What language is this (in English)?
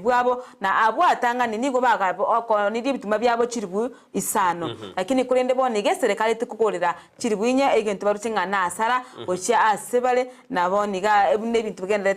Gusii